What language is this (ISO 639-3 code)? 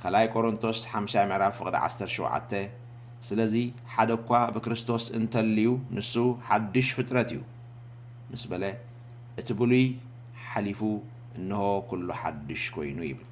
tir